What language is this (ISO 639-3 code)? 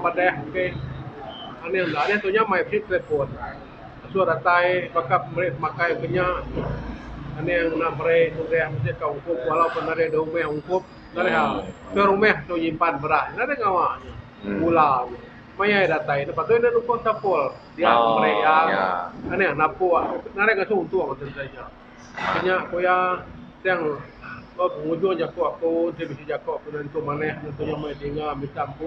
iba